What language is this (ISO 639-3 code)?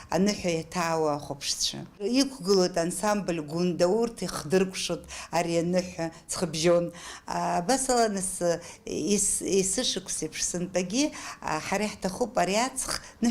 abk